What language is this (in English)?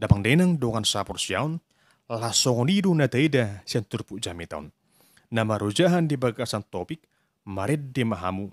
Batak Toba